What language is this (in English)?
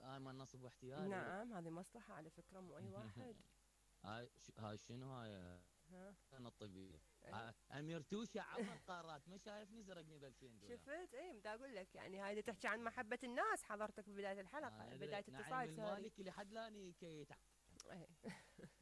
Mesopotamian Arabic